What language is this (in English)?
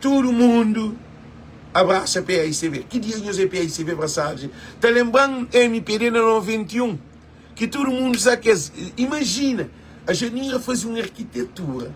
Kabuverdianu